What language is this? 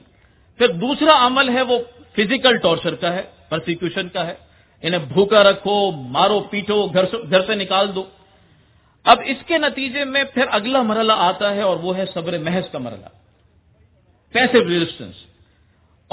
Urdu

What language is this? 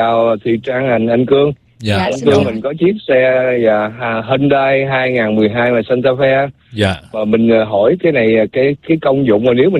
Vietnamese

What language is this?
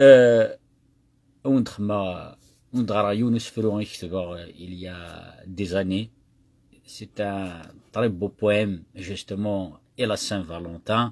Kabyle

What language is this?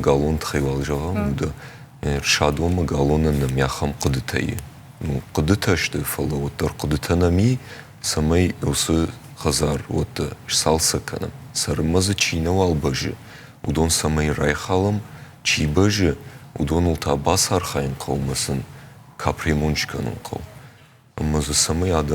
Ossetic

